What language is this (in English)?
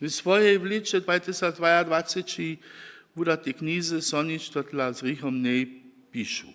Upper Sorbian